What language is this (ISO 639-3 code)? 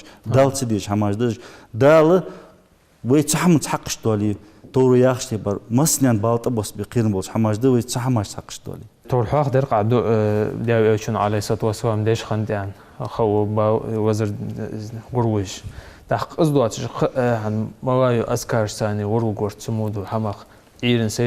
inh